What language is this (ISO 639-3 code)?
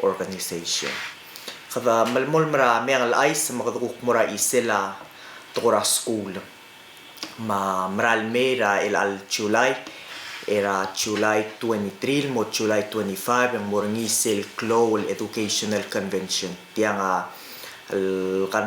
pau